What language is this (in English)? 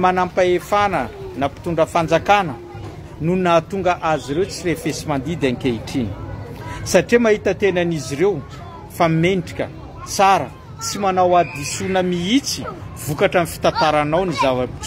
Malagasy